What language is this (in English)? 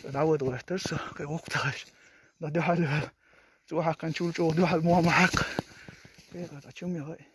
Chechen